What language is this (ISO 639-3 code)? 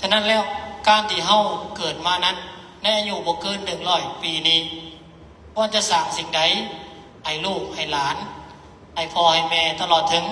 lao